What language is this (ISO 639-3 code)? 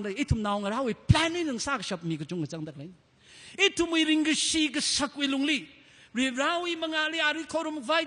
nmf